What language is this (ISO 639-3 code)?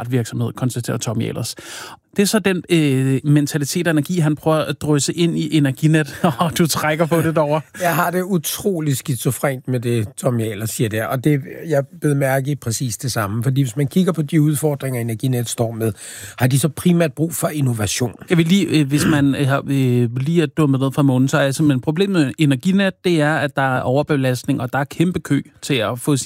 dan